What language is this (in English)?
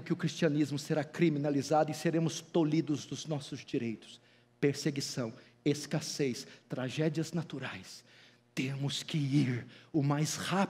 Portuguese